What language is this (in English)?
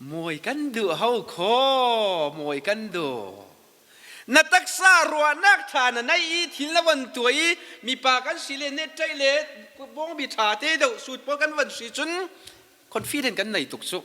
Falam Chin